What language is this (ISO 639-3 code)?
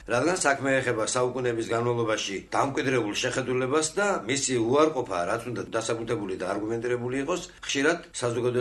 kat